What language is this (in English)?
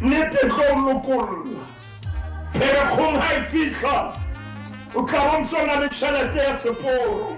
Southern Sotho